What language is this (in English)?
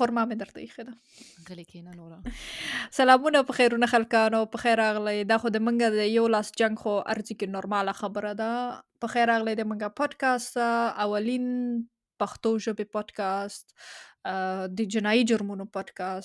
Pashto